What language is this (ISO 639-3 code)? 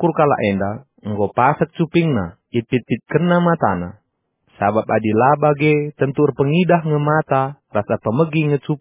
btx